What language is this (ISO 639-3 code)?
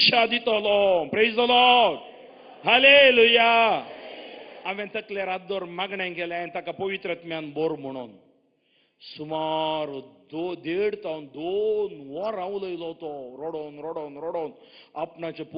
kok